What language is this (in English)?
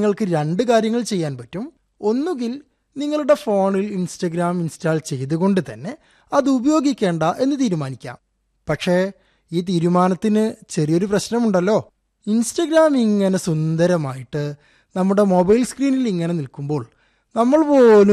Malayalam